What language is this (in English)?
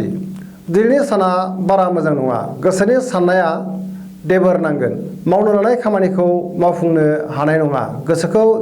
Bodo